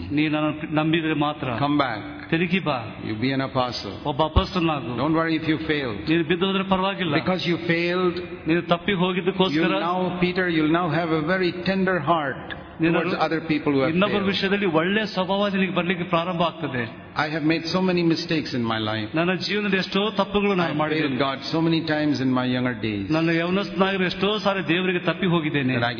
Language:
Kannada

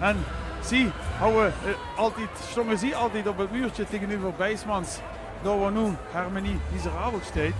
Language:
Limburgish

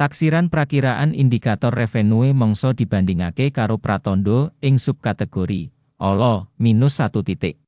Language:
Javanese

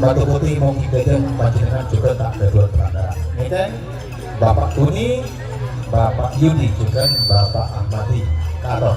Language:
Madurese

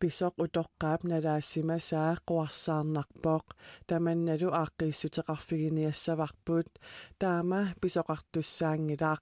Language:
Kalaallisut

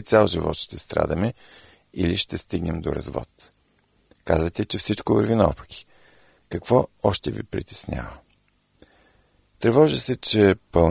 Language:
Bulgarian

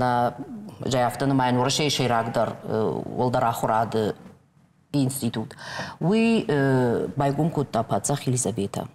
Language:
Ossetic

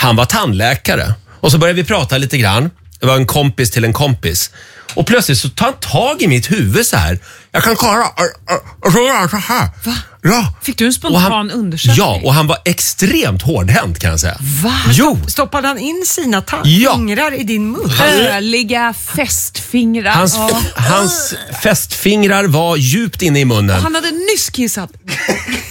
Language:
Swedish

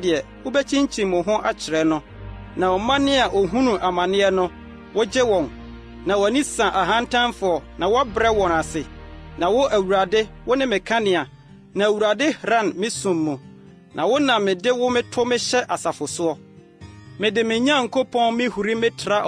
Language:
Akan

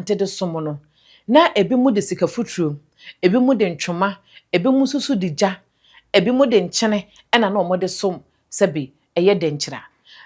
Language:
Akan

